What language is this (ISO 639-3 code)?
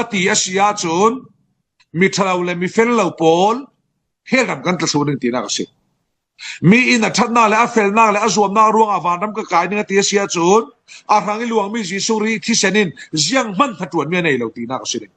cfm